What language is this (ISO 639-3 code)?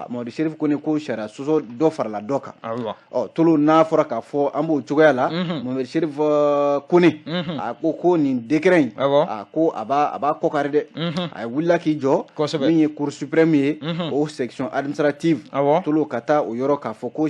bam